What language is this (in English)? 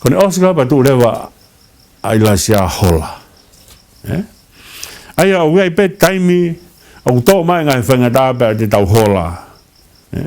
Tongan